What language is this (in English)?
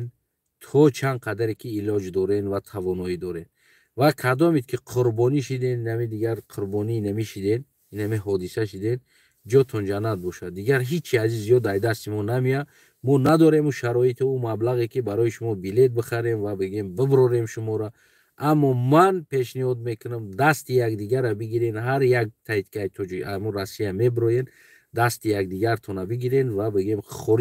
Tajik